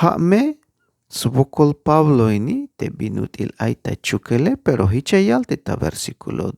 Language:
Tzeltal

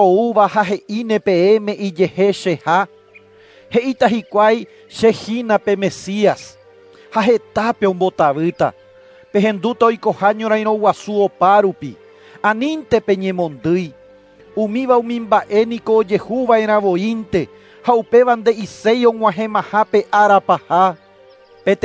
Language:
Guarani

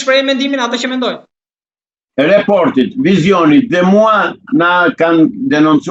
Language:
Albanian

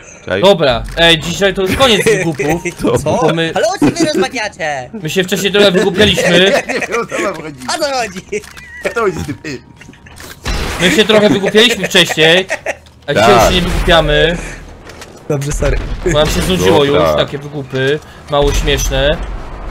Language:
Polish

